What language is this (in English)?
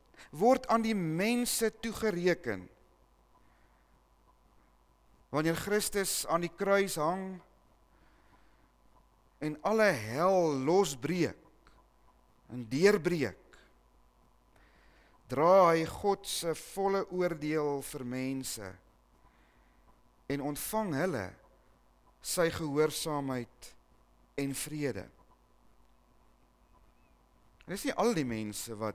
Afrikaans